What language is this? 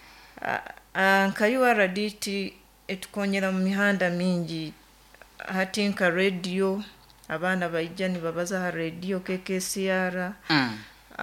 Nyoro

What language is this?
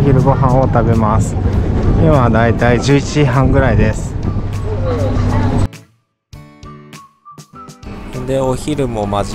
Japanese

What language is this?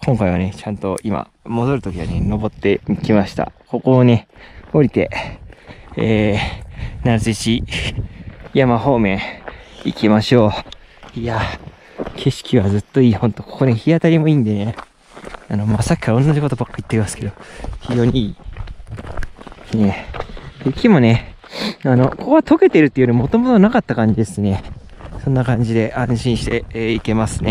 Japanese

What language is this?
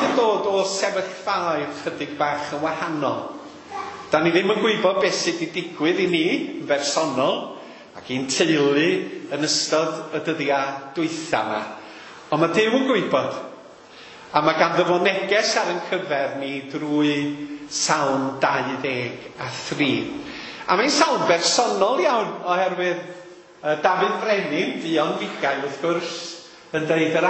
Welsh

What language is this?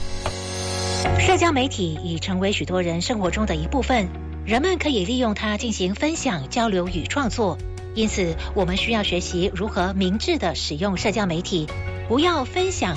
Chinese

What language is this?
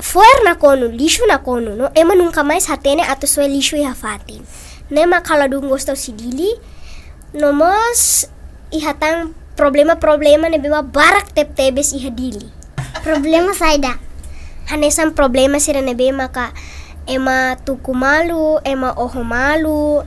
Tetum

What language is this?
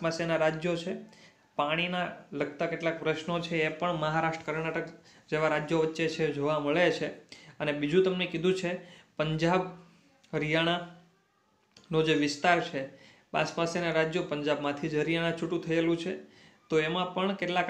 Gujarati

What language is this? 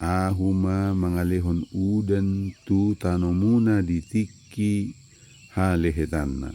Batak Toba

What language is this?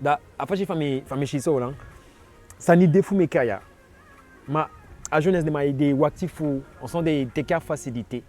Eastern Maroon Creole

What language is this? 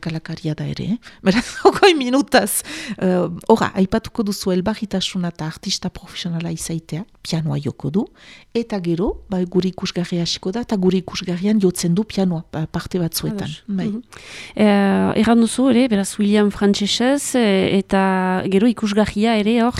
Basque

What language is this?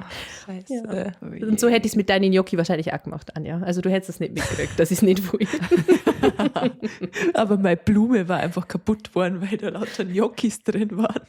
Bavarian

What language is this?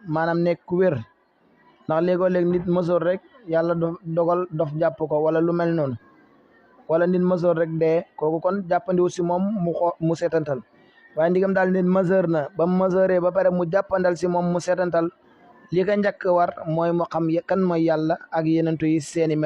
Wolof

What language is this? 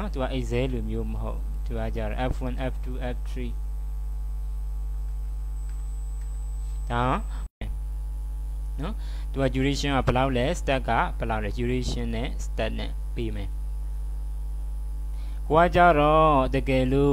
Burmese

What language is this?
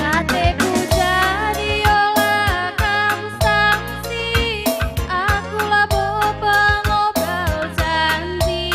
Batak Karo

